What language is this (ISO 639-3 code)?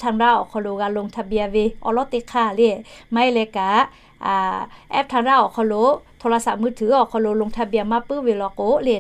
lhu